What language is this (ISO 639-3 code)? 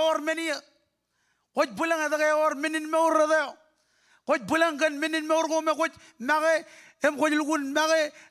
mah